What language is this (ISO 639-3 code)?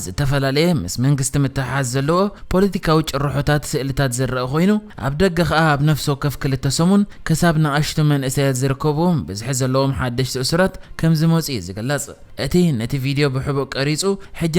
tir